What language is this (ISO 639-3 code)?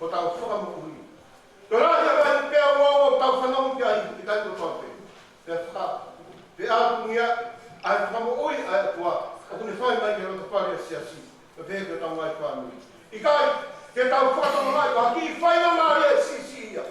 ton